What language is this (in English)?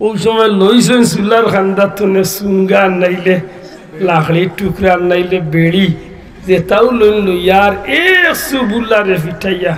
Sylheti